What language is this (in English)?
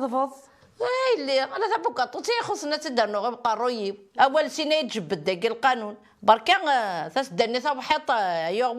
Kabyle